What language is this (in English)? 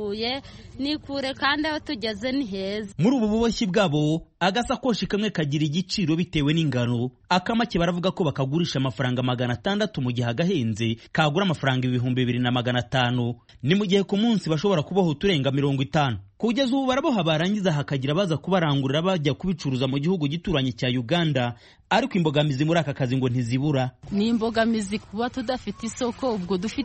Kinyarwanda